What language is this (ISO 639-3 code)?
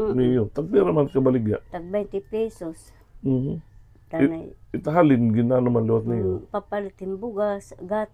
war